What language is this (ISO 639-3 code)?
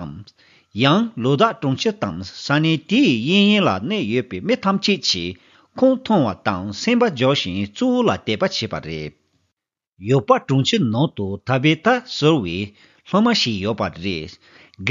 bod